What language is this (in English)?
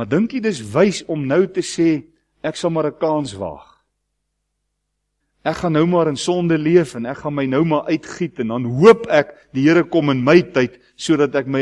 Afrikaans